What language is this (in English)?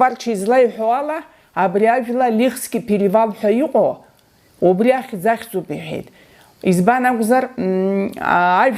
Abkhazian